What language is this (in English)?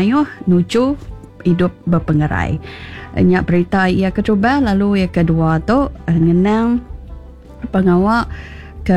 Iban